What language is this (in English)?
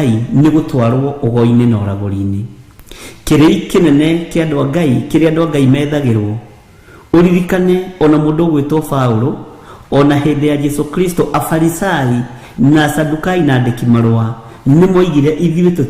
Kikuyu